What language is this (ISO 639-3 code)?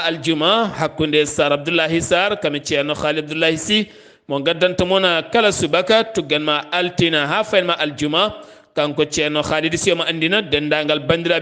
ful